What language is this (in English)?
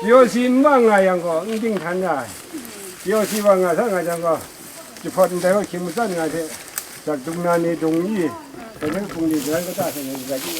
Kachin